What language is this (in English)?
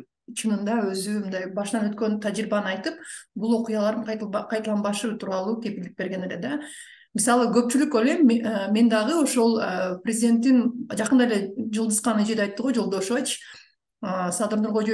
Kyrgyz